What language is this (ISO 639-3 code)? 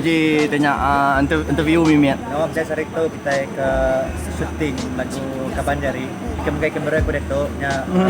iba